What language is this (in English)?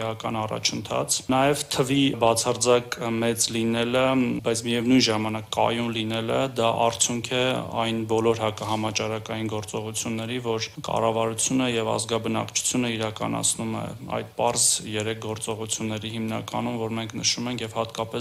Armenian